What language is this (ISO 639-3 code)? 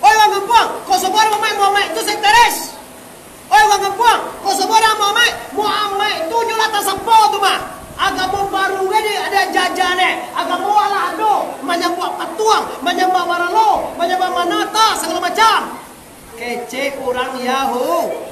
min